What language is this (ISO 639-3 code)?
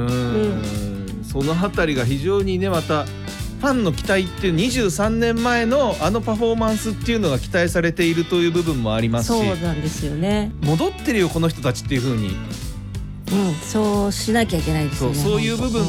jpn